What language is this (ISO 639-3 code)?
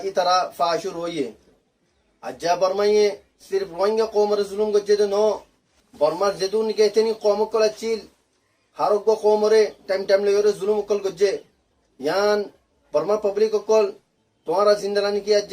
rhg